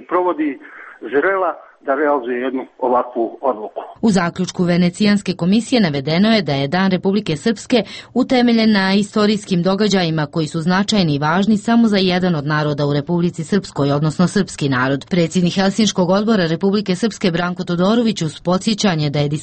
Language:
Croatian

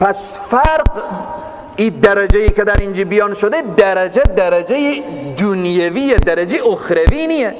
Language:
Persian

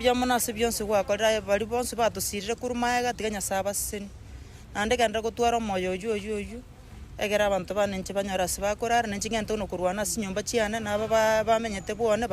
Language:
Gusii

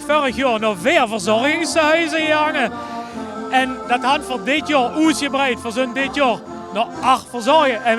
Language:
Limburgish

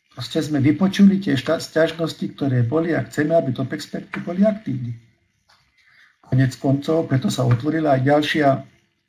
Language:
Slovak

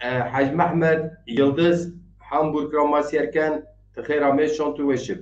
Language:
Zaza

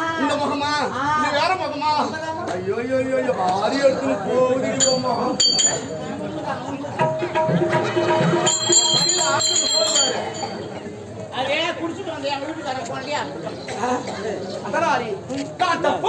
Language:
Tamil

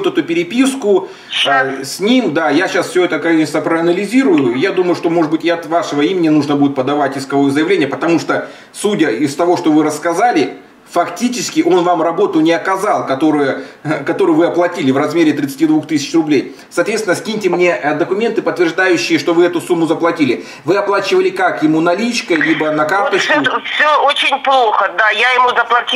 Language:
Russian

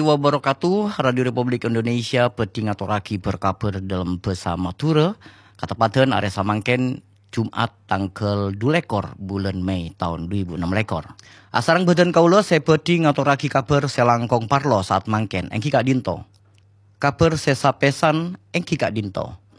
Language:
Madurese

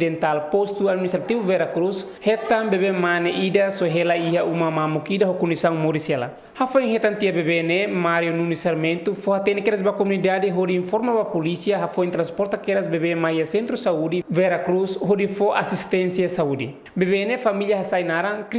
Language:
Tetum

